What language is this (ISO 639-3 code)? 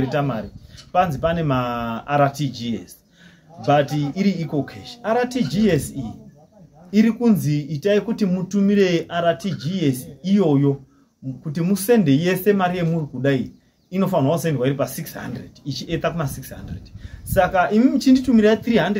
sna